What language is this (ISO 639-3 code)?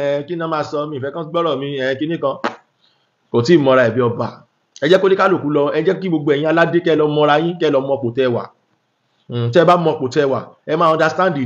yor